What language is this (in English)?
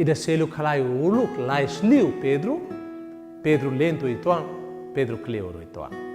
Tetum